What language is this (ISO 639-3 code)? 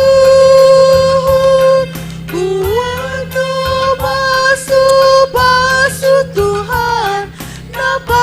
bts